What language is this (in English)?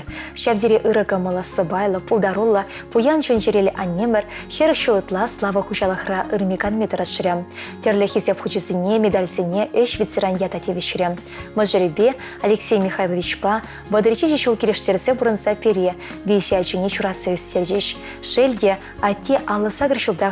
Chuvash